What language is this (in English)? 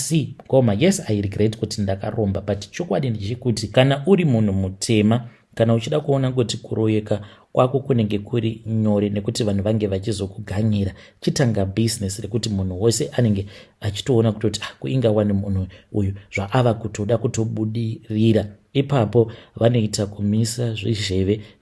Shona